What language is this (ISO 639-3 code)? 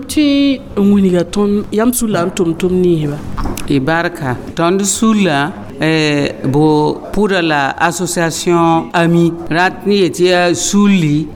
mos